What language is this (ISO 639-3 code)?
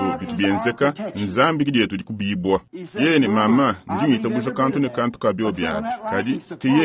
lua